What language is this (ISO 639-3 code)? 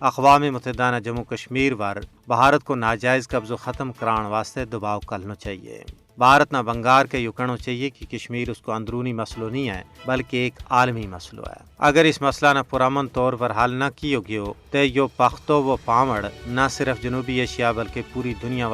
gju